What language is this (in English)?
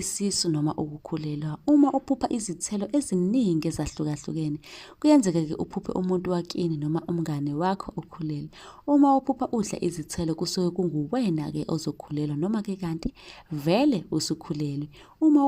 Zulu